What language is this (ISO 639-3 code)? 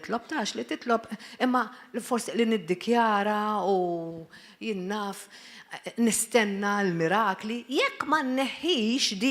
mlt